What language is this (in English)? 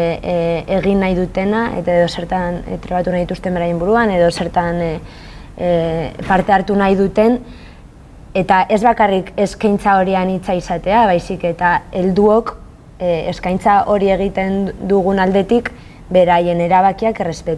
Basque